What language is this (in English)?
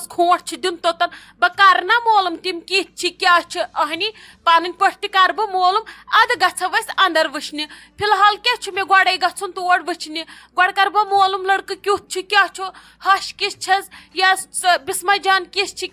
Kashmiri